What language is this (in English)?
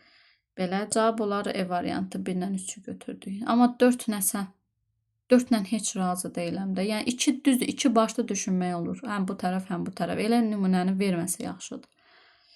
Azerbaijani